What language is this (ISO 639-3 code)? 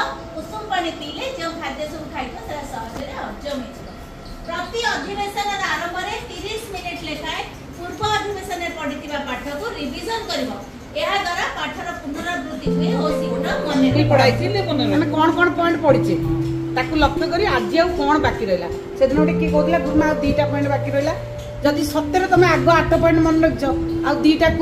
ori